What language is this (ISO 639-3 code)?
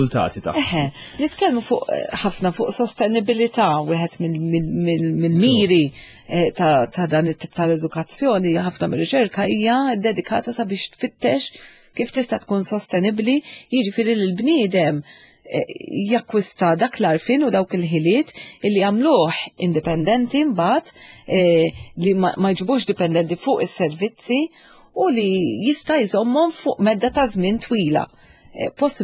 mlt